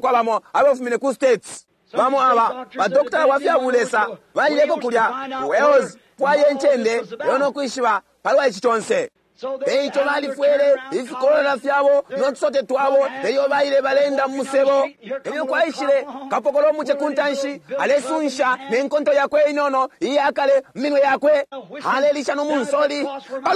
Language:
Bemba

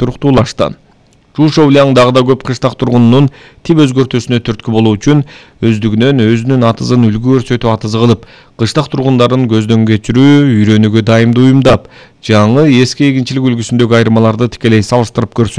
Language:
Kyrgyz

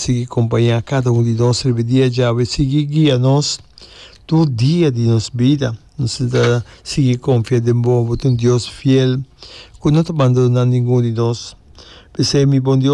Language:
Papiamento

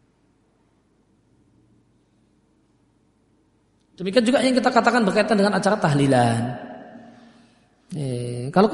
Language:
Indonesian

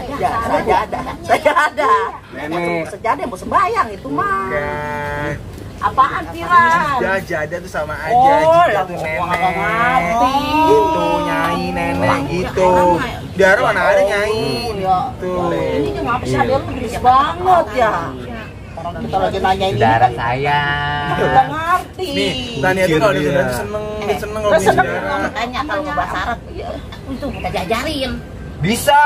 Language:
Betawi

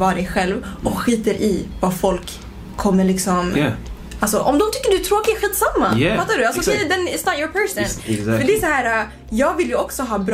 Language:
Swedish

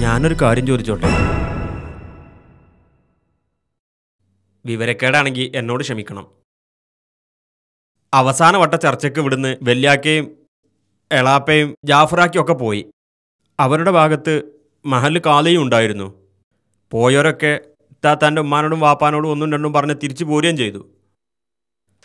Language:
Malayalam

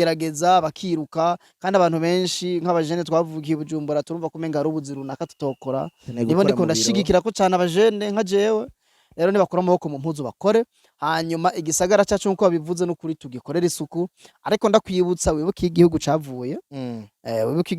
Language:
Rundi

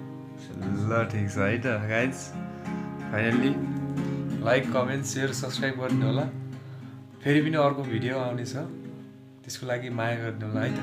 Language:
Nepali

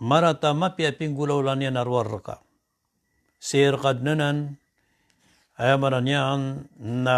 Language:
Maranao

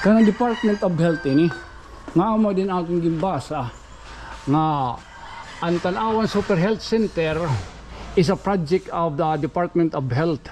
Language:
Waray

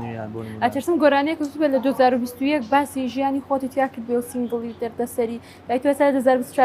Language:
Central Kurdish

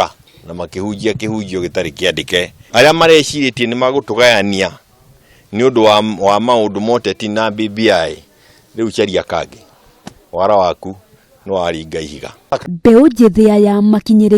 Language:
Kikuyu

